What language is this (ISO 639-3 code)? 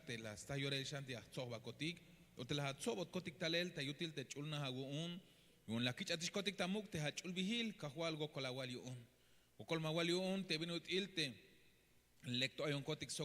tzh